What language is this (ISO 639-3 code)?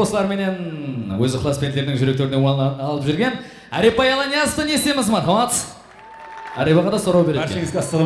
kaa